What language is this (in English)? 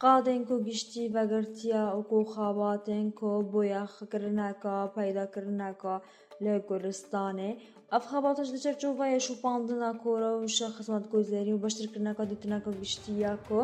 Kurdish